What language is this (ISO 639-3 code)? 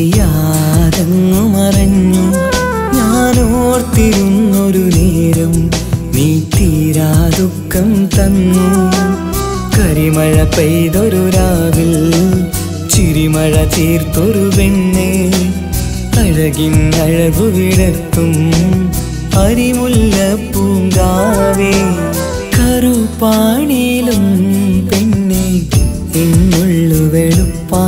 mal